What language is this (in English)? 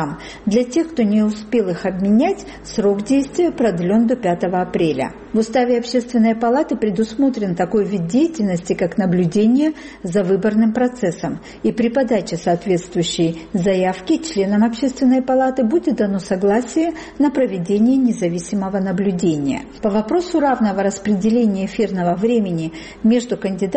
Russian